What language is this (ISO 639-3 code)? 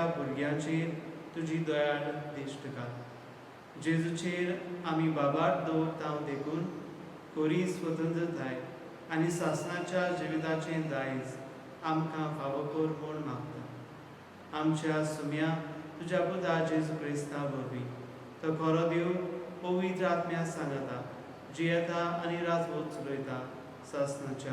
kok